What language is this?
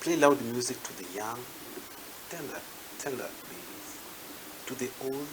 Gusii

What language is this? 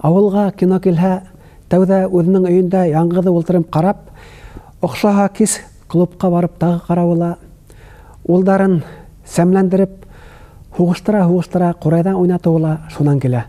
Bashkir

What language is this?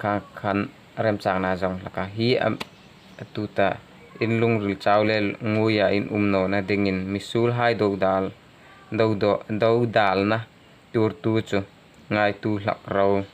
Hmar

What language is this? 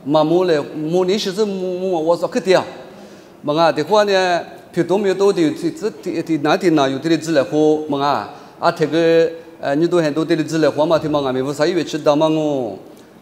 Lisu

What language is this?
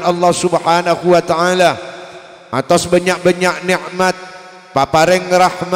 Madurese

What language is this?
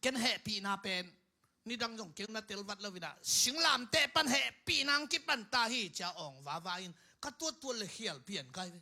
Tedim Chin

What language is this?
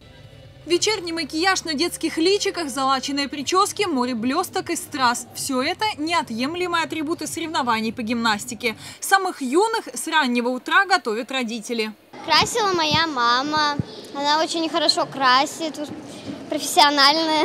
Russian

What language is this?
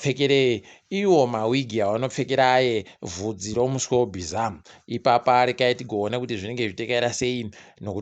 Ndau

